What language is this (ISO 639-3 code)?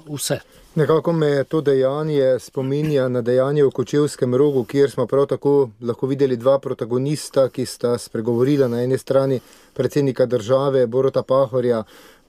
slv